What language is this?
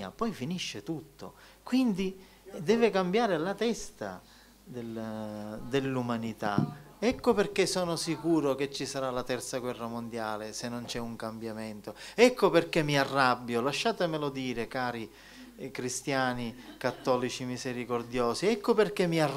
Italian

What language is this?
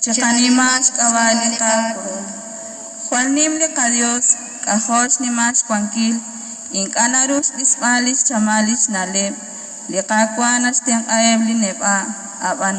Kekchí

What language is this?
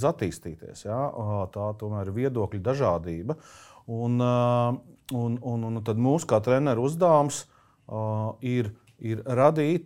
Latvian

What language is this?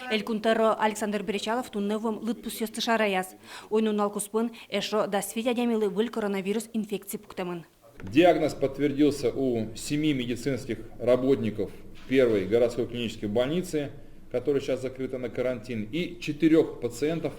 Udmurt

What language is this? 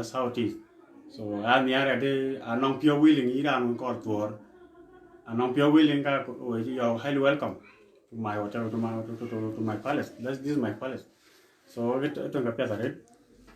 Dinka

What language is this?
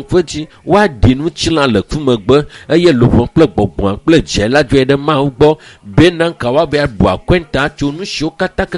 Ewe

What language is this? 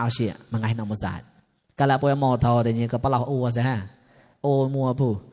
Mon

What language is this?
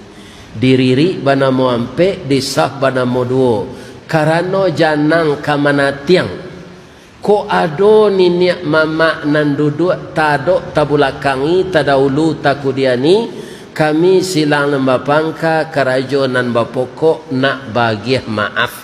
Minangkabau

